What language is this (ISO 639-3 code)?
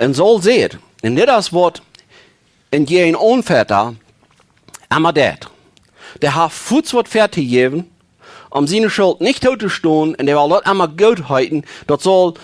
pdt